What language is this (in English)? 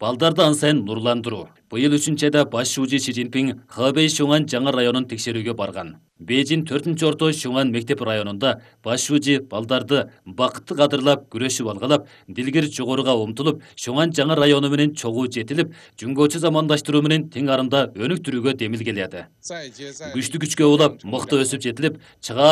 Kyrgyz